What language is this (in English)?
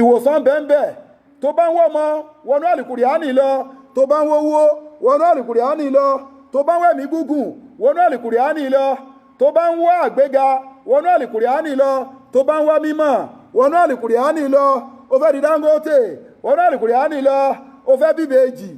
Yoruba